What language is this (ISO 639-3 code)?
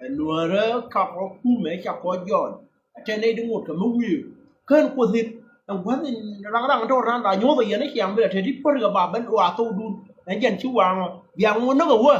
nus